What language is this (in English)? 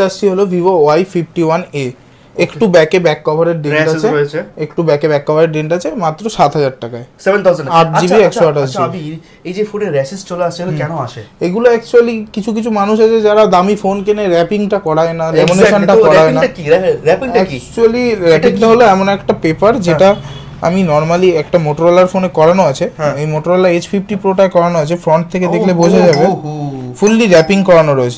Bangla